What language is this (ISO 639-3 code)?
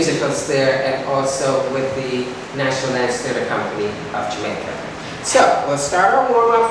eng